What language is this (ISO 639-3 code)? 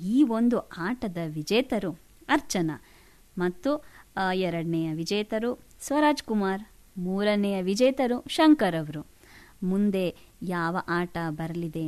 kan